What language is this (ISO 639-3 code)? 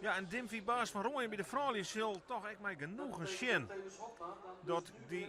fry